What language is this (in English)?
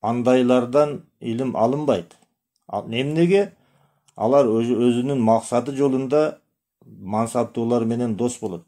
Kyrgyz